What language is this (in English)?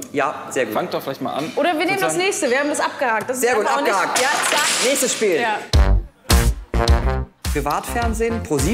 German